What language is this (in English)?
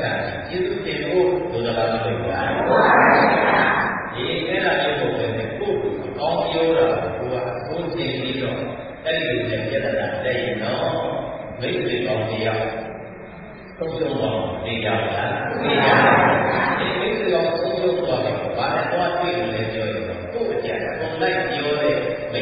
Burmese